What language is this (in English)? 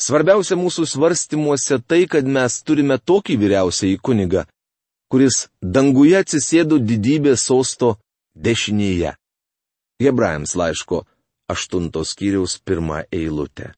Lithuanian